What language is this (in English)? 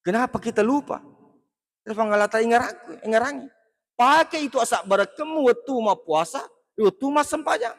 Buginese